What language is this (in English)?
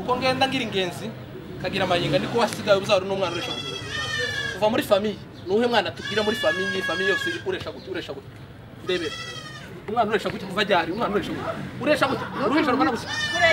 Kinyarwanda